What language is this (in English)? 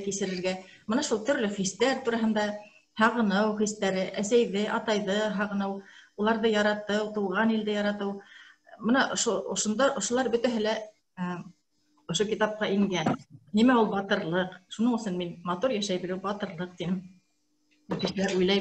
Bashkir